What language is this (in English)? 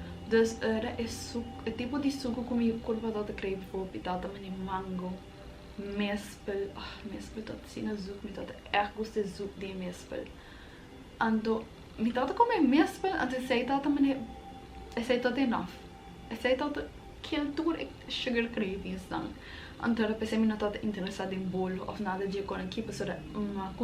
Papiamento